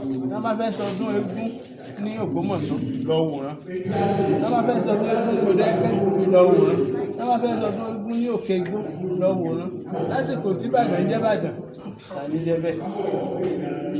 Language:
Yoruba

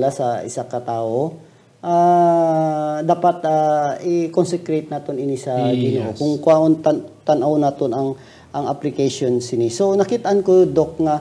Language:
Hiligaynon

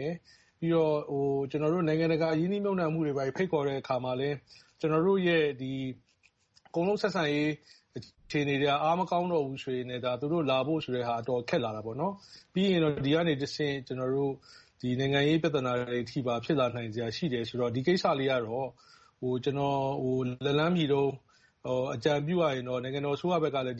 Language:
Burmese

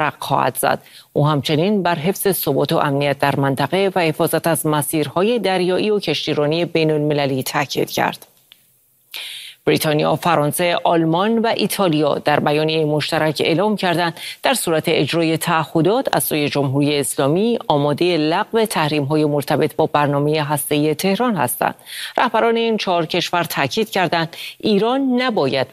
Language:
Persian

